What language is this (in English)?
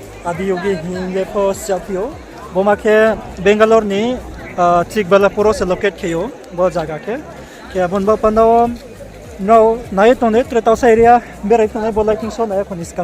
Riang (India)